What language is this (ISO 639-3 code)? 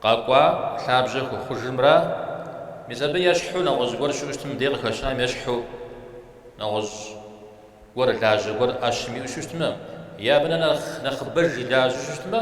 kbd